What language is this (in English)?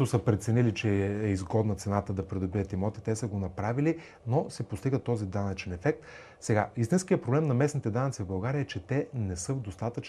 Bulgarian